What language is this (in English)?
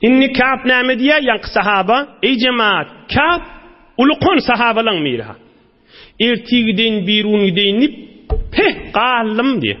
Turkmen